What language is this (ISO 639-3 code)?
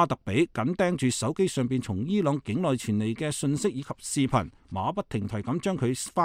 yue